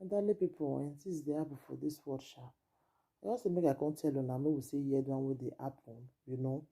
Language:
Nigerian Pidgin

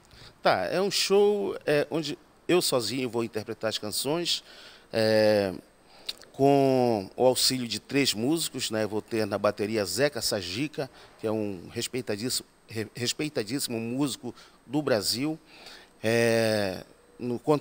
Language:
Portuguese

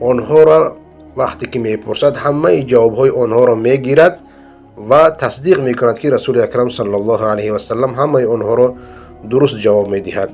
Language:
Persian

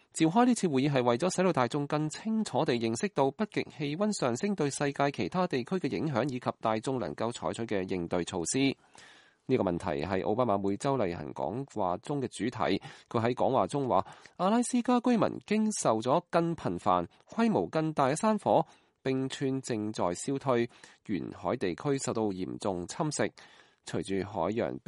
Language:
Cantonese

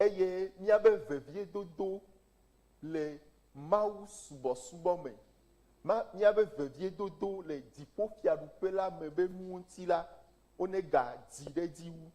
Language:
Ewe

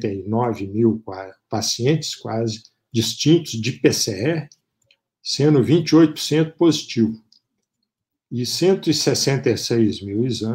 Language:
Portuguese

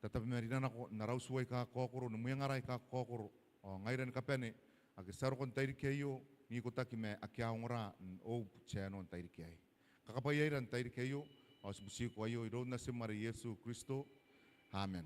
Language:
Gilbertese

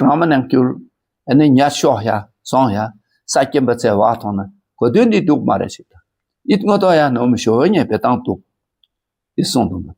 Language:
Dakpakha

